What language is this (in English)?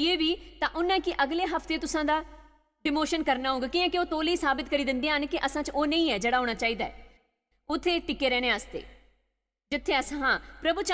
Dogri